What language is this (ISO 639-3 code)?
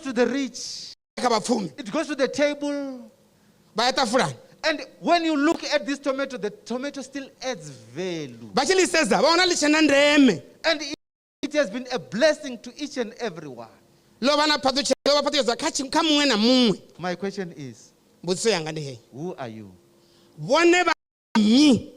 ven